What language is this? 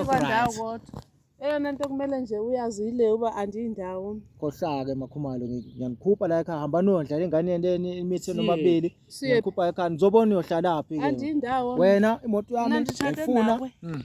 Zulu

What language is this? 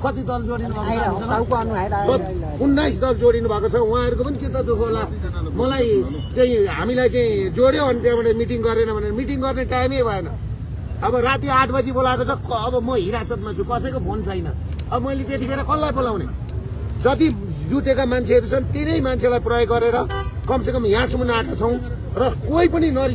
Nepali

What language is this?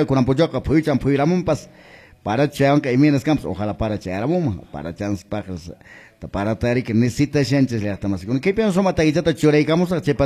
Quechua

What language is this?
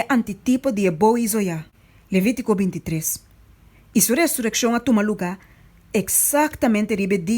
Papiamento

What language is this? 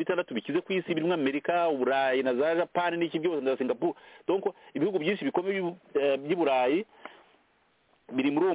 Kinyarwanda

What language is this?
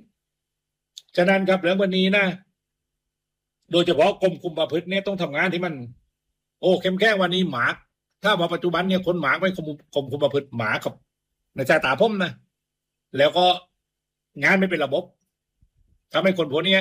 Thai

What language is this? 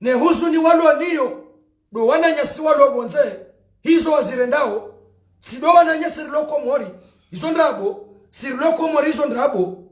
Ngazidja Comorian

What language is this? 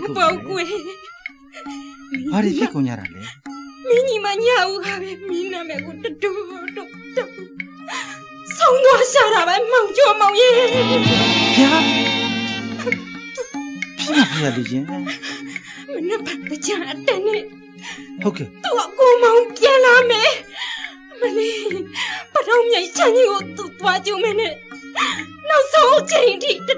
Burmese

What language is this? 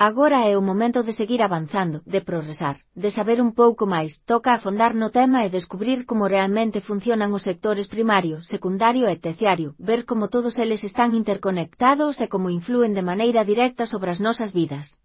Galician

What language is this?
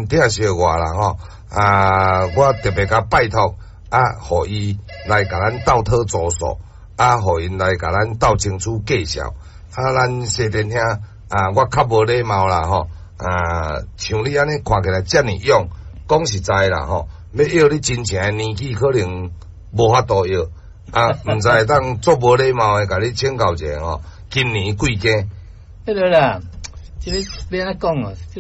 Min Nan Chinese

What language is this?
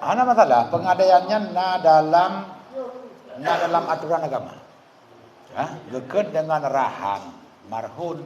Achinese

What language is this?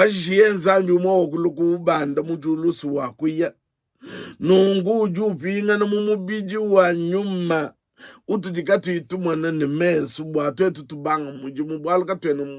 Luba-Lulua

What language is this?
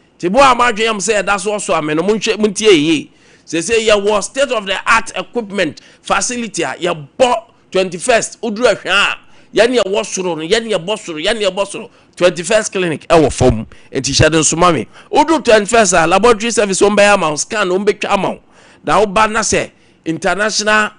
Akan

